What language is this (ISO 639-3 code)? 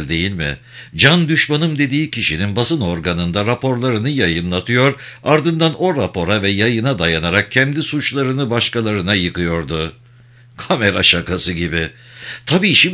tur